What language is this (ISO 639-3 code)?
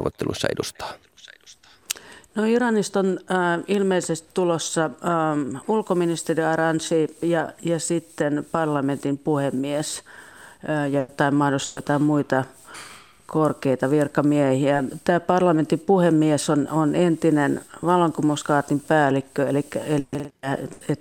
fin